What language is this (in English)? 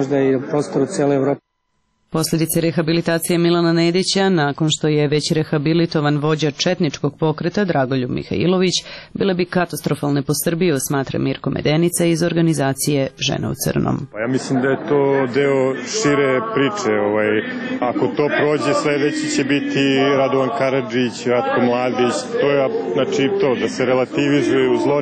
Serbian